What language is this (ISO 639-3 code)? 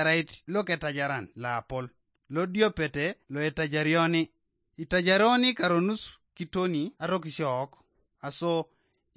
teo